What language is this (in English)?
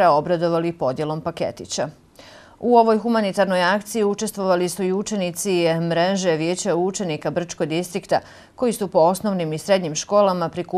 Bosnian